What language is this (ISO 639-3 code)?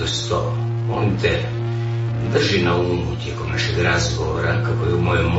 hrv